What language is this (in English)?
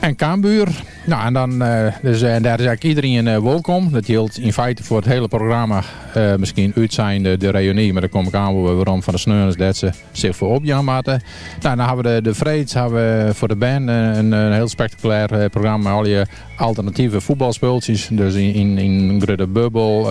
Western Frisian